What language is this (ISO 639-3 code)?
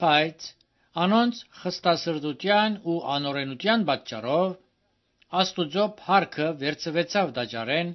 hye